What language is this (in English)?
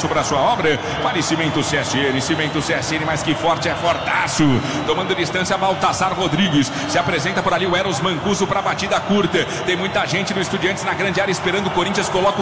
Portuguese